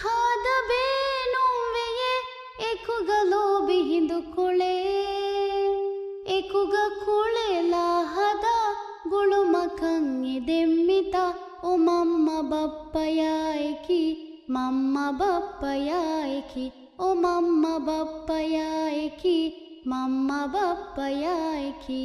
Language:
Divehi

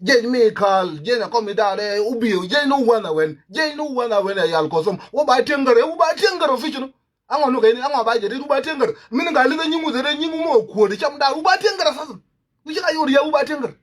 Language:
Nuer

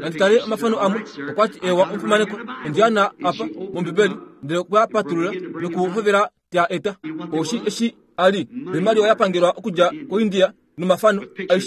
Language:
Kuanyama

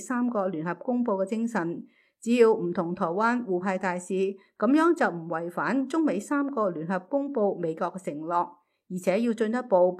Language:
Cantonese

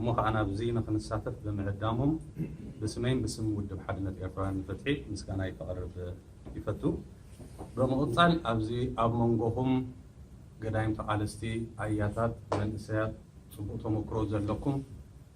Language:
Tigrinya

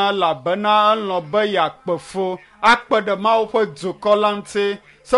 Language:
Ewe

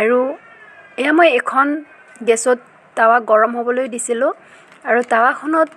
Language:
Assamese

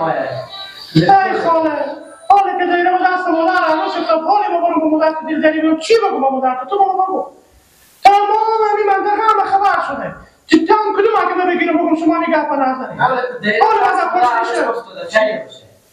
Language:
Persian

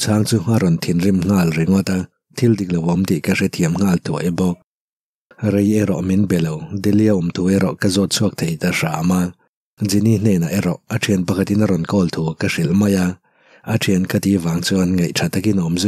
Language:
Mizo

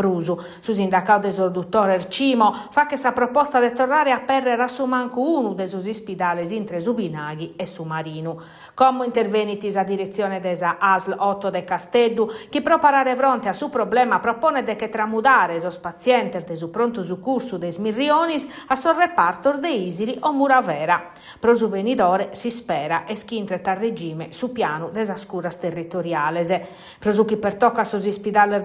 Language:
Sardinian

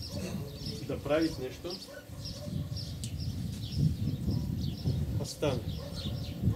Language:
Bulgarian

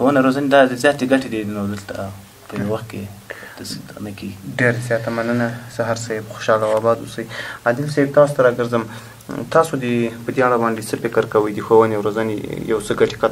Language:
Pashto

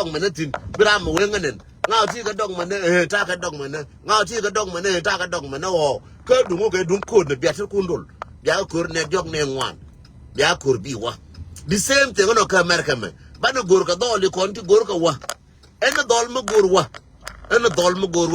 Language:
Nuer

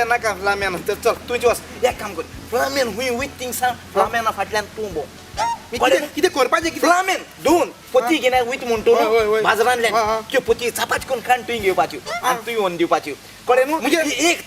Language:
Konkani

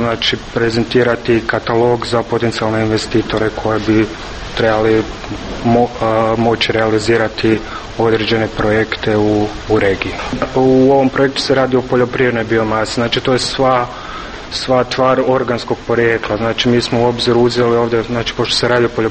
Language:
Croatian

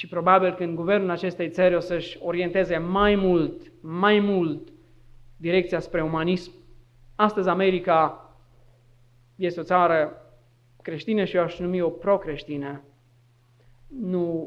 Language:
Romanian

